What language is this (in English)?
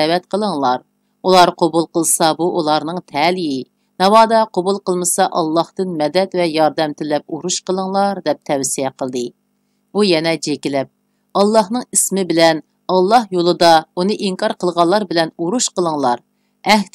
Uyghur